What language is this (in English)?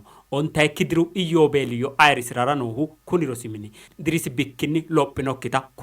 Sidamo